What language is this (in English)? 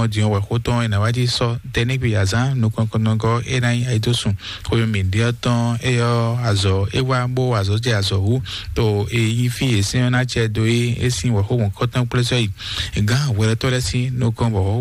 Fon